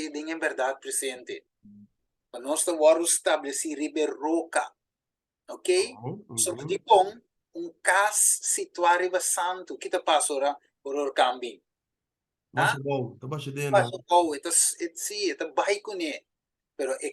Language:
Papiamento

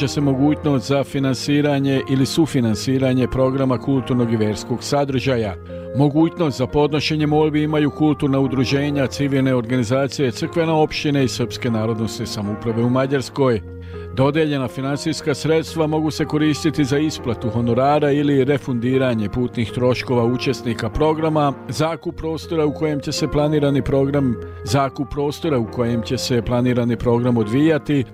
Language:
Serbian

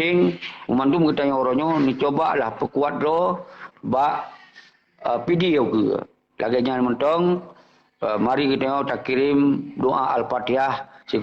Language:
Achinese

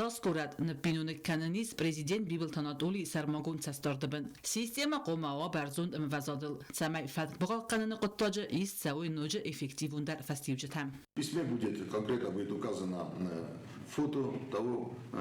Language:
Ossetic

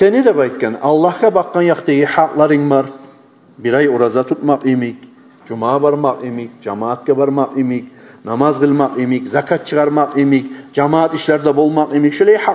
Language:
Kumyk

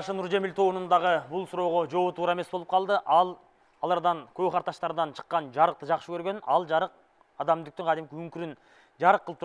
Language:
Kyrgyz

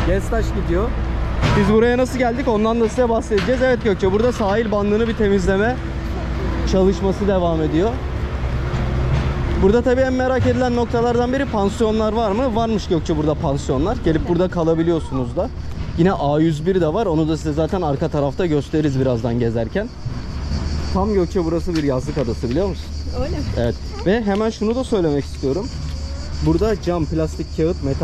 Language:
Turkish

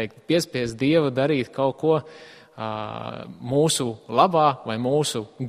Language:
Latvian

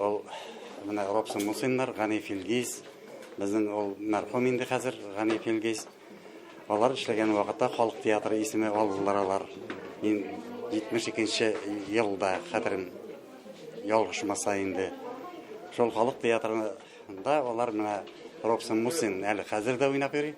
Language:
Tatar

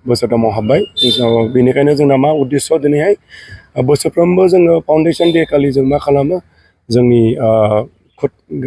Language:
Bodo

